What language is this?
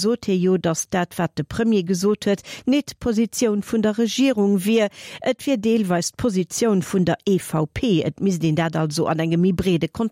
Luxembourgish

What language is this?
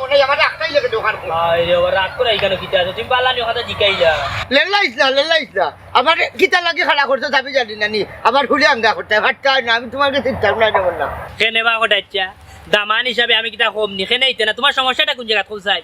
Sylheti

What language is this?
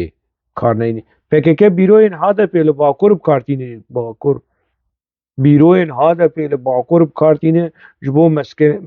Kurdish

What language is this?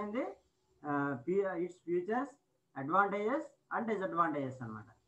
Telugu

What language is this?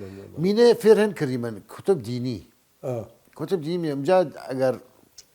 Southern Kurdish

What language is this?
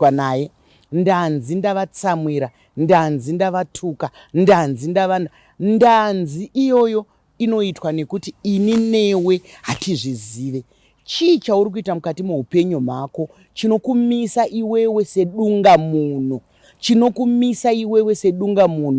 Shona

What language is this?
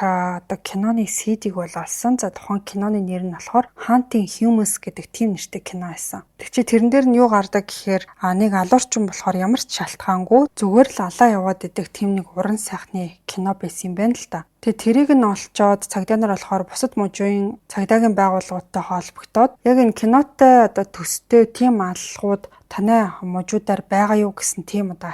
Mongolian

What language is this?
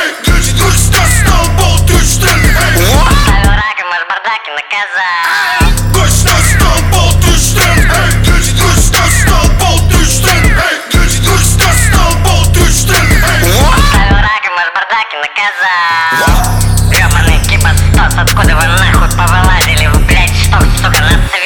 Russian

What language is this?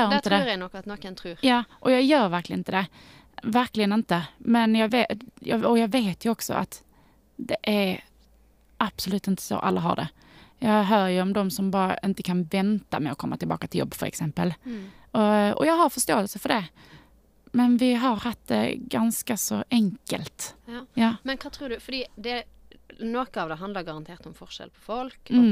Norwegian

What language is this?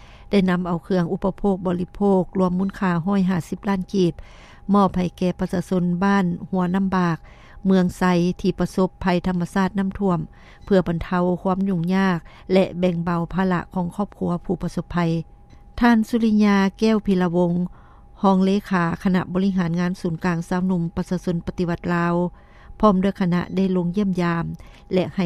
Lao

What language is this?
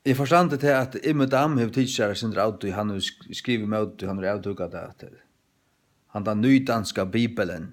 Faroese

